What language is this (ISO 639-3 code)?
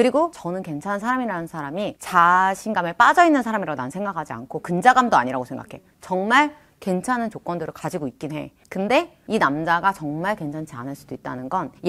kor